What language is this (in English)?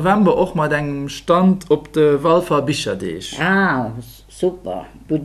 Luxembourgish